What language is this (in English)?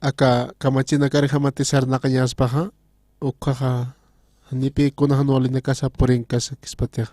Aymara